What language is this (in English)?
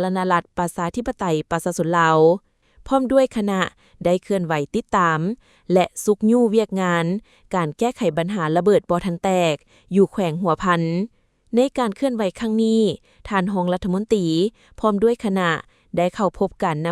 Lao